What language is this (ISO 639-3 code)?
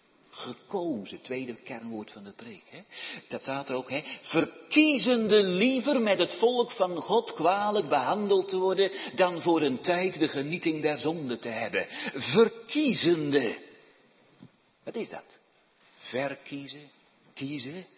nld